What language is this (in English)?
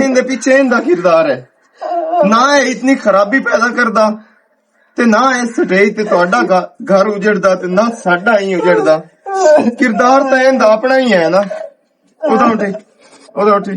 Western Panjabi